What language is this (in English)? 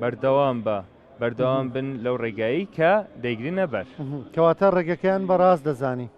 Central Kurdish